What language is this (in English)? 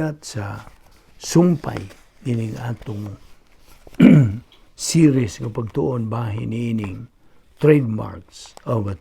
Cebuano